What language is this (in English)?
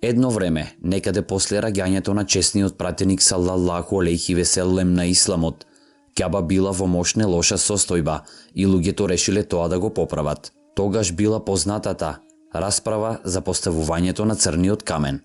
Macedonian